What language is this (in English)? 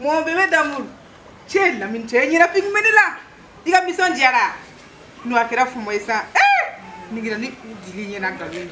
Bambara